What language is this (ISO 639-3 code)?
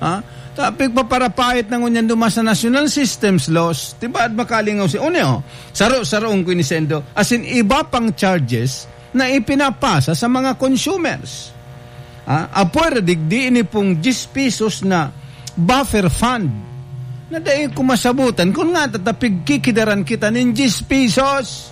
bik